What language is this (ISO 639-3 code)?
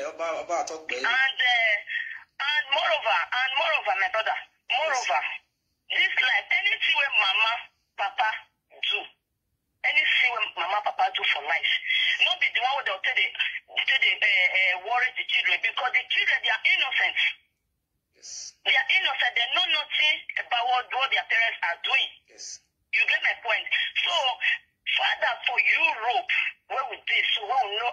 pcm